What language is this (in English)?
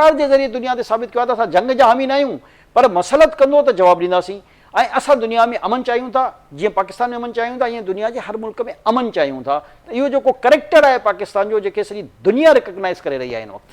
Sindhi